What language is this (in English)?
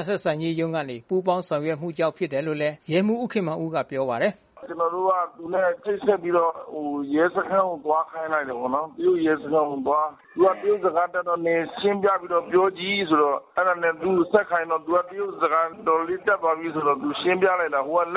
Burmese